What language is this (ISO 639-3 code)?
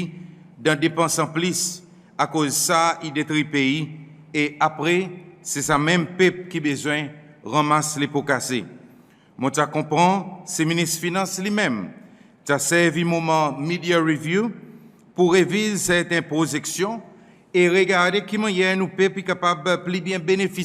crs